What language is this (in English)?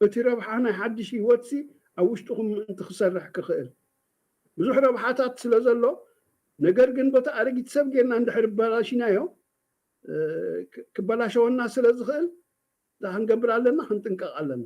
Tigrinya